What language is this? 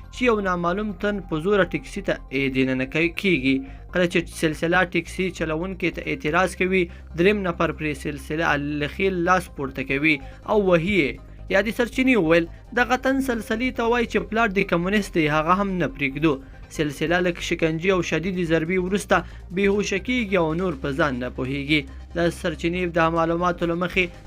Pashto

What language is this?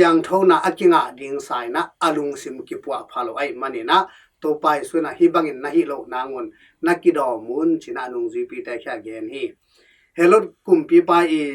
Tedim Chin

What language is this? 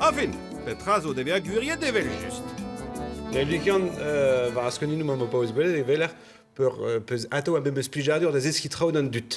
Breton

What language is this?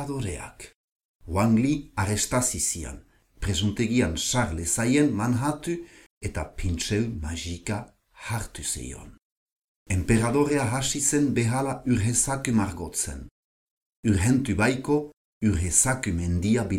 Basque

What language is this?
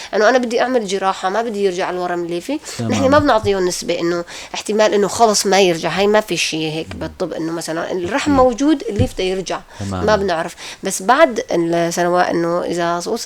North Levantine Arabic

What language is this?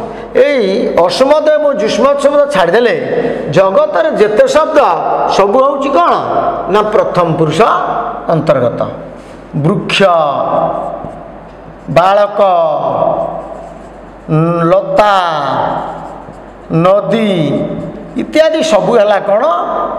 Odia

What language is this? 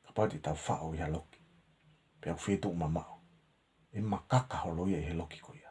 Tongan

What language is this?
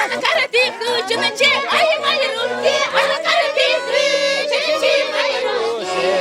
Chuvash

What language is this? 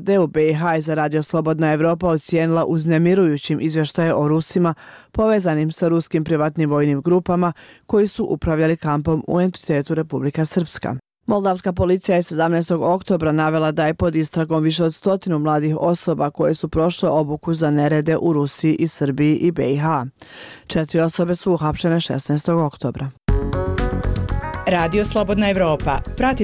Bosnian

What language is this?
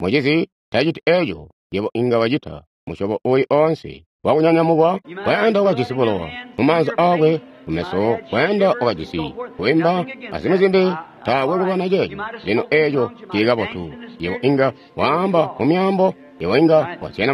Tonga (Zambia)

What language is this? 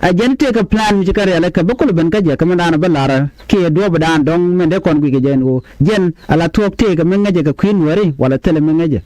Nuer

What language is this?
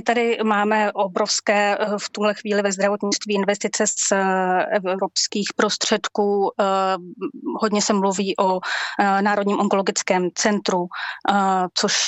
Czech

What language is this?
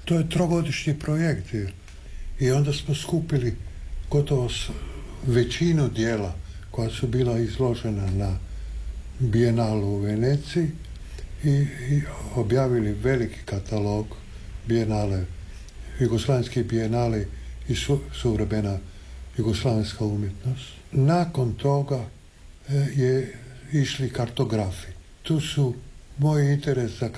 Croatian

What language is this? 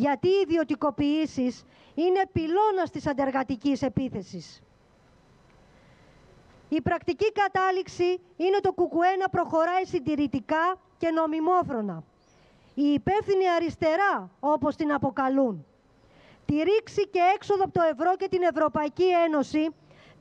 Greek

